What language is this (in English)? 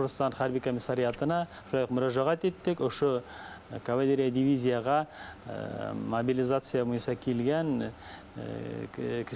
Bashkir